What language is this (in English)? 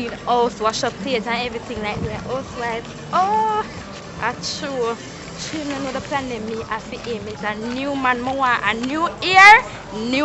Jamaican Creole English